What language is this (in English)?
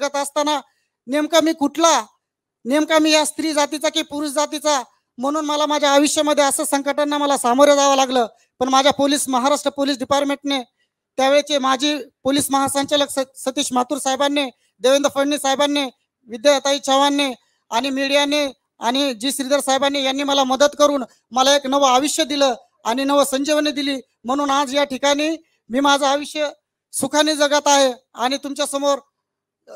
Marathi